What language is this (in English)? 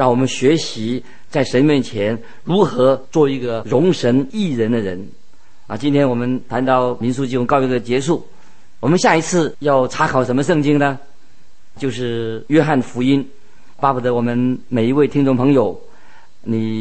Chinese